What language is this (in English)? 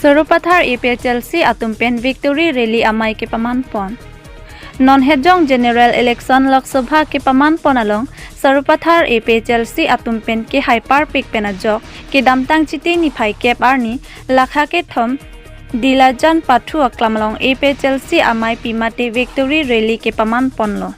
Karbi